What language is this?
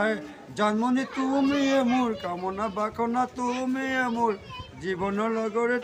Assamese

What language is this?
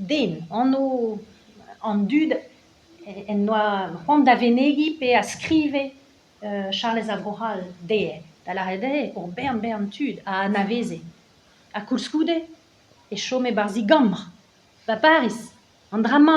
Breton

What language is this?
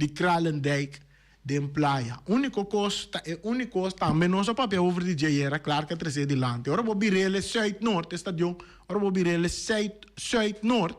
Papiamento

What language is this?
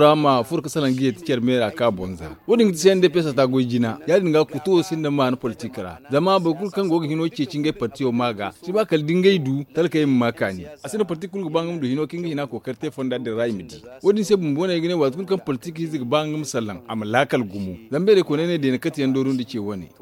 Zarma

